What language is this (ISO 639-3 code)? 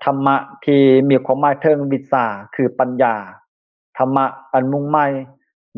lao